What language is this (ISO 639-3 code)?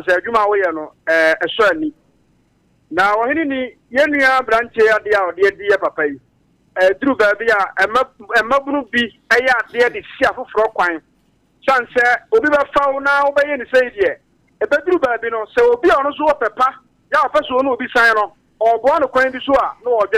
aka